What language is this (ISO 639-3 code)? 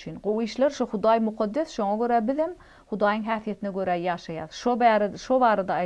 tuk